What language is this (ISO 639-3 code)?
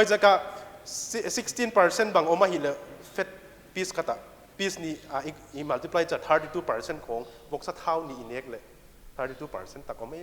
pck